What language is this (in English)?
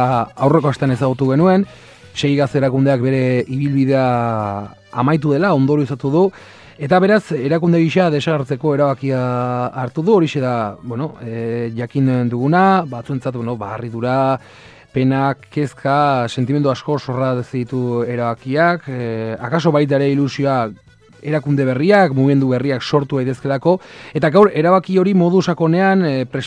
Basque